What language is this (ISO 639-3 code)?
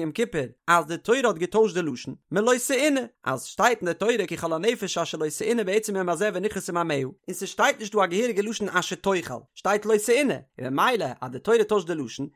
yid